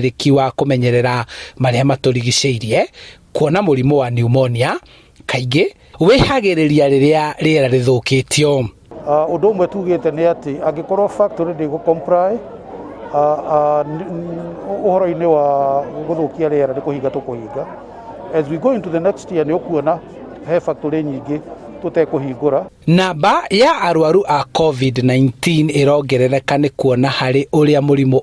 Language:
Kikuyu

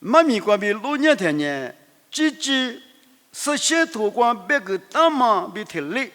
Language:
Lisu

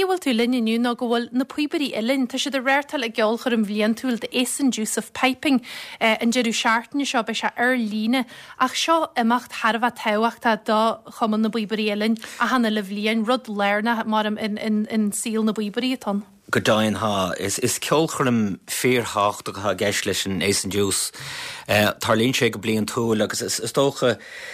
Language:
Irish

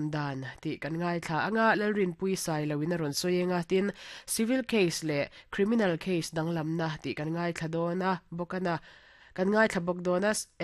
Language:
Mizo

